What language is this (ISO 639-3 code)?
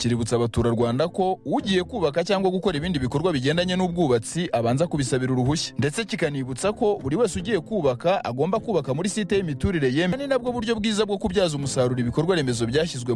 kin